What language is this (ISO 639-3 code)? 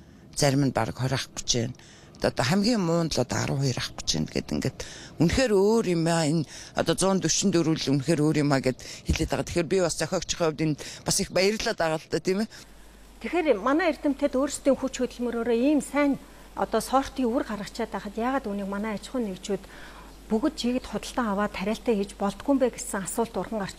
mon